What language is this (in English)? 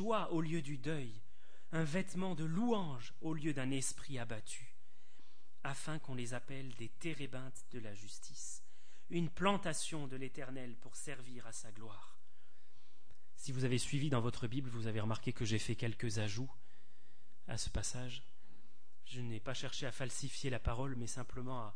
French